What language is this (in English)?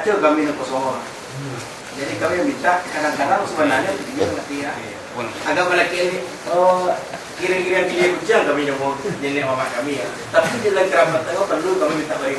Minangkabau